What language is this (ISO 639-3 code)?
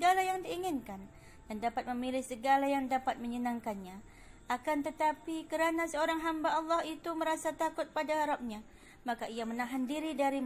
msa